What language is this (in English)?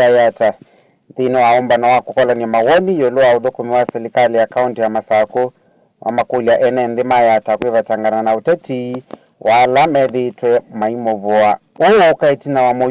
Kamba